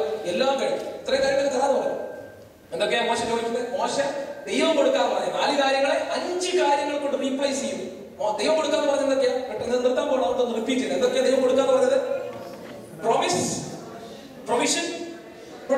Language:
Malayalam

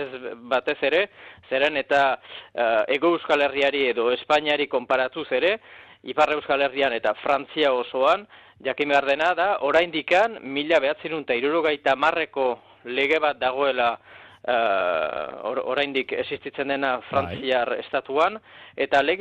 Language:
Basque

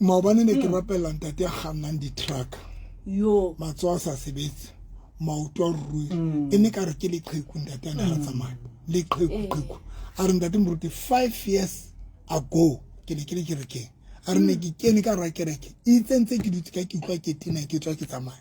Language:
Southern Sotho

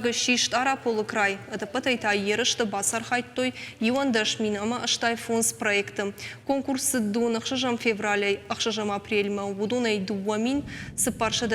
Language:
Ossetic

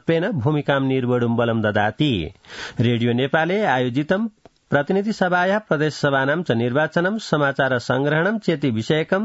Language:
Sanskrit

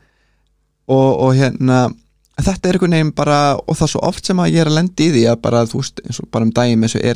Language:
Icelandic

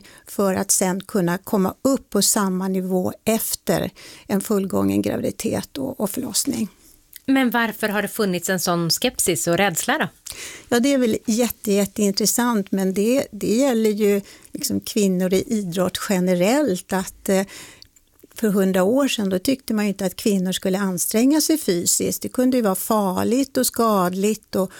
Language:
Swedish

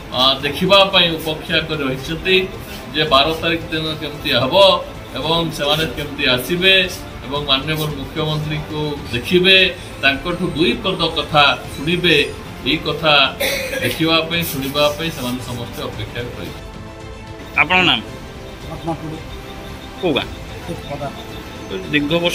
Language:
Odia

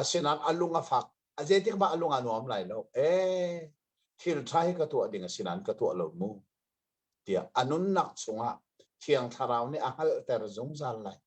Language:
Hakha Chin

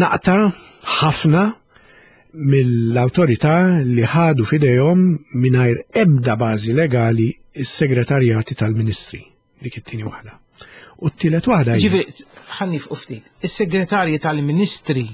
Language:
Maltese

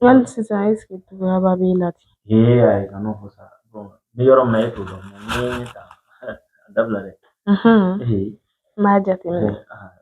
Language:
Bambara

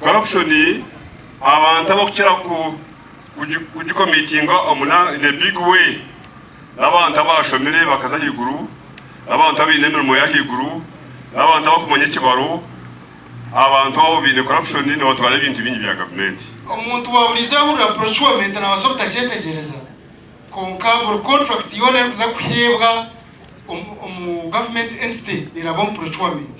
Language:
Nyankole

